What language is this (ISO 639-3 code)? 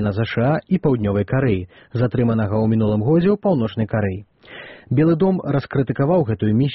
bel